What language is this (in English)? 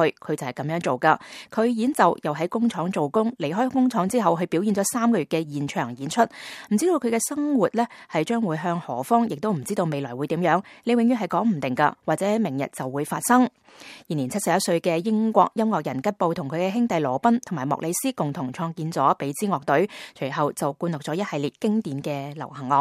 Cantonese